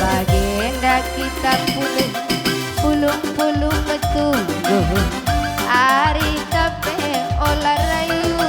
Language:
Batak Karo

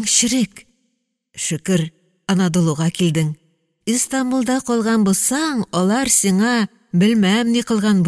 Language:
Tatar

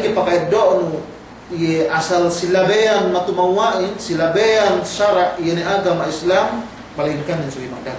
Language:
Yakan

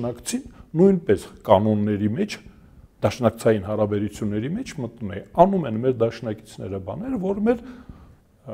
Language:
Armenian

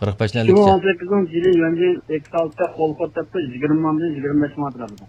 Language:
Uyghur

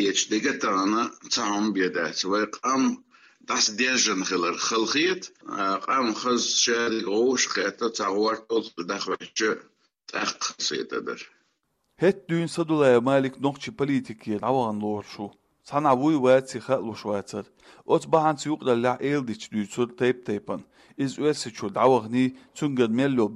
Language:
Chechen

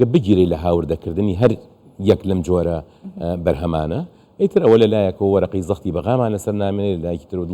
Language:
Central Kurdish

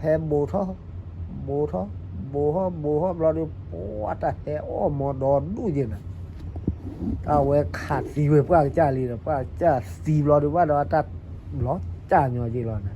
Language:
S'gaw Karen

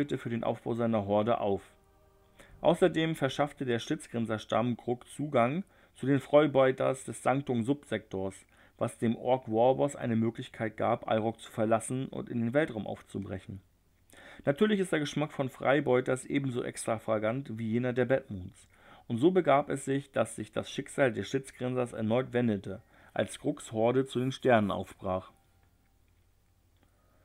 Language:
German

